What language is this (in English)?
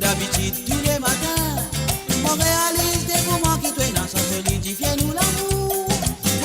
Morisyen